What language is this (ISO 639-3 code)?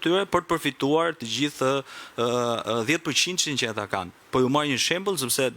sqi